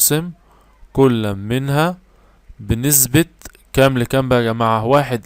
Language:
Egyptian Arabic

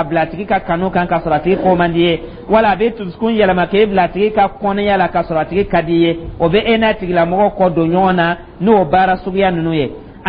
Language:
Dyula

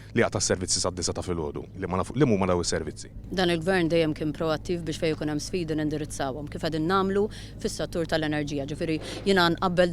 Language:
Maltese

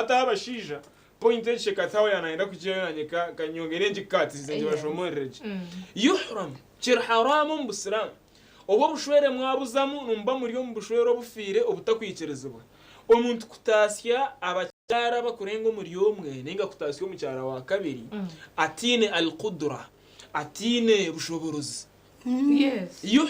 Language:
Nyankole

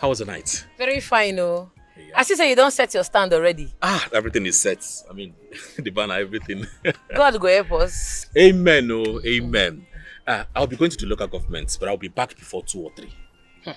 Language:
Nigerian Pidgin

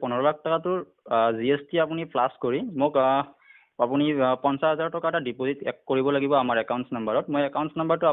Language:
Assamese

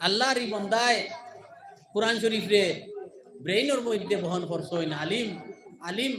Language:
Sylheti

